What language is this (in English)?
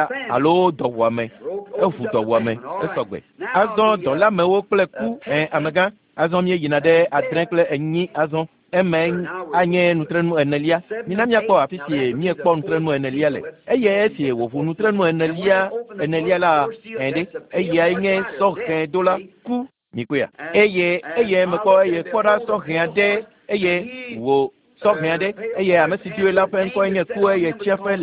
Ewe